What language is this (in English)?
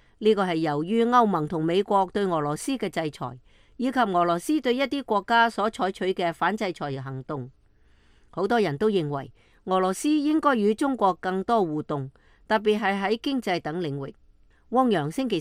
Cantonese